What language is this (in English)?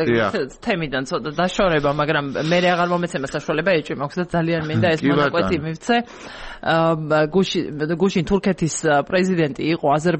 Georgian